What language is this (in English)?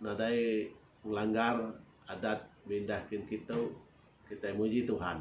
Iban